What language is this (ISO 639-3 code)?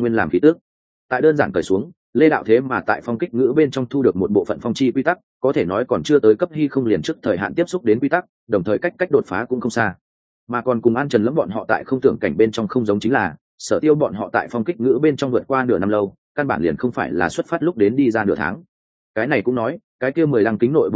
vie